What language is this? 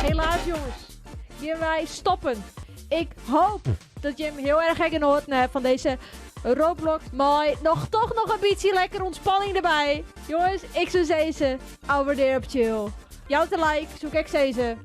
Western Frisian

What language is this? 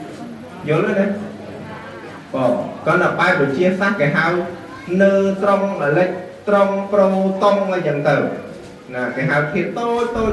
Khmer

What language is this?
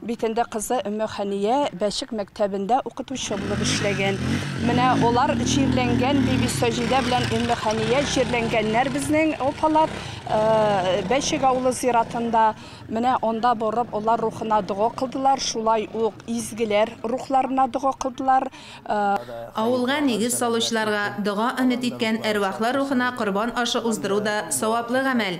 Tatar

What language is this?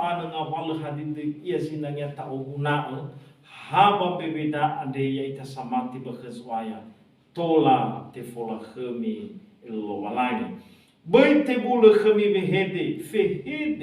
Nias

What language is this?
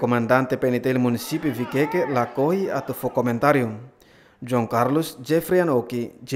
Tetum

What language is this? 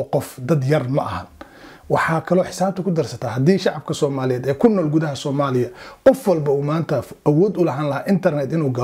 Somali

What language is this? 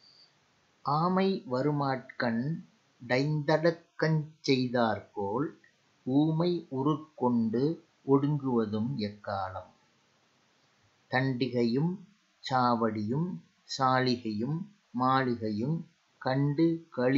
Tamil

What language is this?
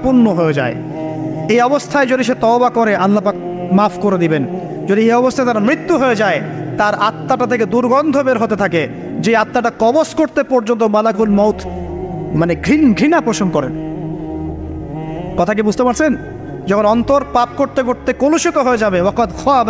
Bangla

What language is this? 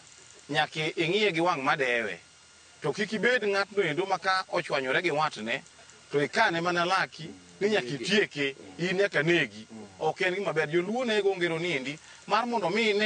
Luo (Kenya and Tanzania)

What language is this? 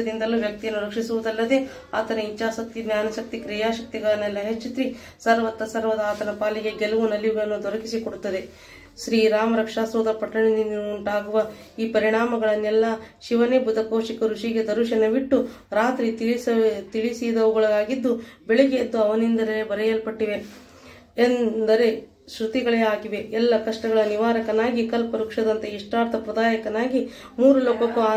Kannada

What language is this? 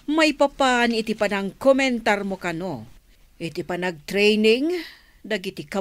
Iloko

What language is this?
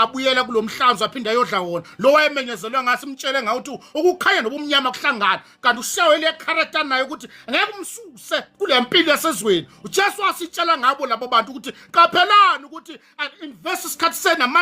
Zulu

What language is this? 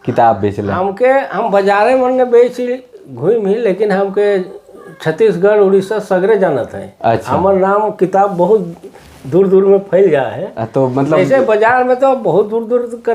Sadri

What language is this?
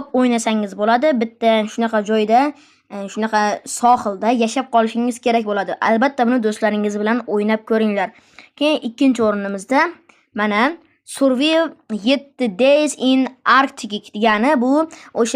Uzbek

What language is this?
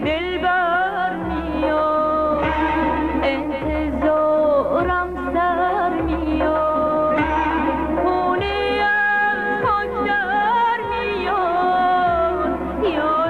Persian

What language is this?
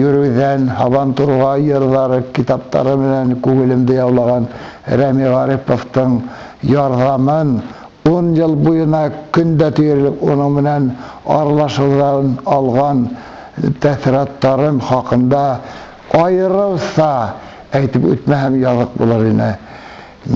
Bashkir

